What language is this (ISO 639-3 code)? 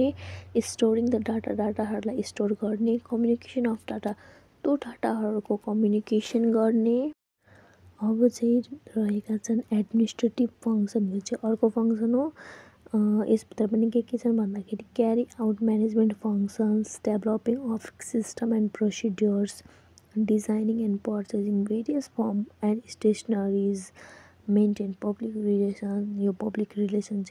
nep